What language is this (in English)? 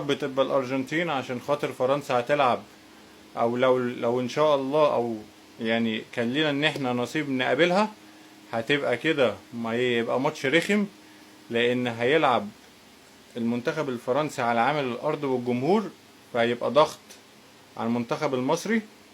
Egyptian Arabic